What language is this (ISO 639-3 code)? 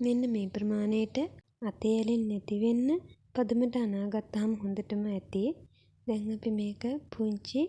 sin